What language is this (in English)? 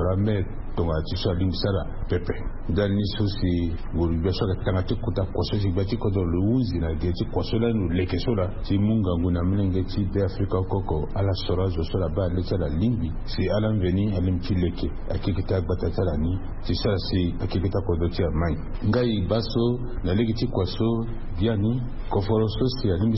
Sango